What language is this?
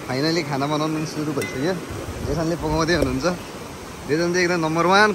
Nepali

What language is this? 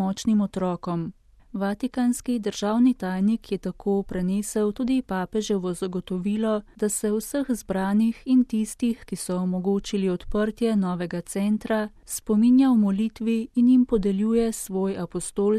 Slovenian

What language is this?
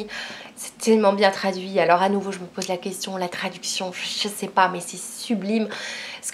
French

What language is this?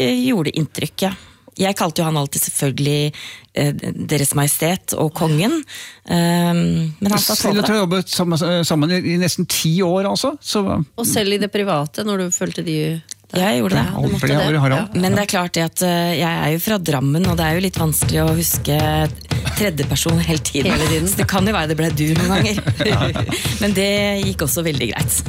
Norwegian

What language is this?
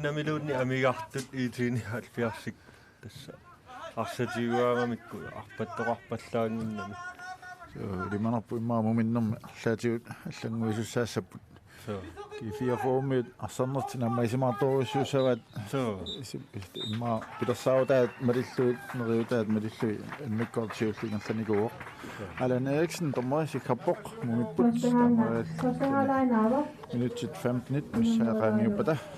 Kalaallisut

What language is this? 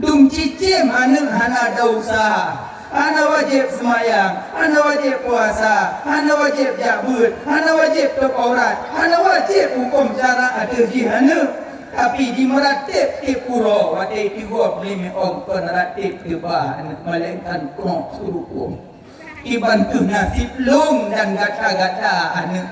Achinese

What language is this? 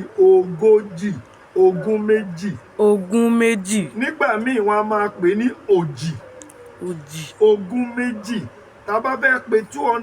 Yoruba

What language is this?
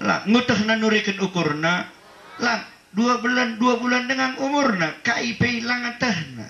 Batak Karo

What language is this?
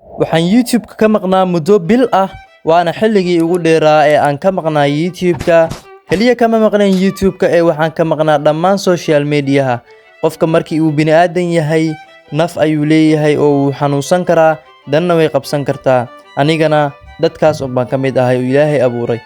Somali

